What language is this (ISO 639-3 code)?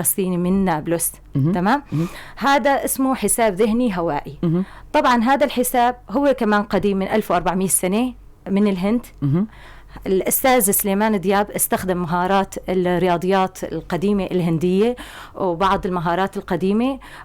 apc